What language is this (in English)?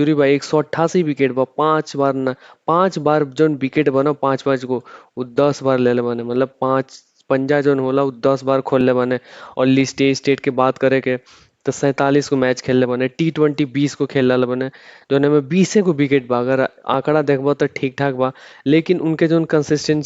Bhojpuri